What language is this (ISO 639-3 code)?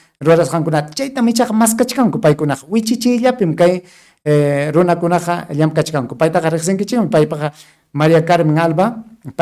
quy